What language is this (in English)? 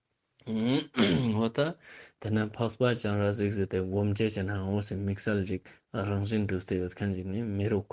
Ladakhi